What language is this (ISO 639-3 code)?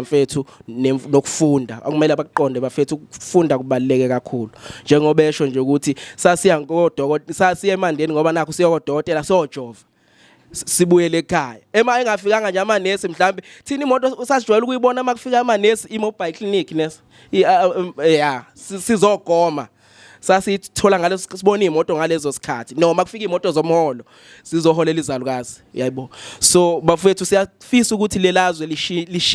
zul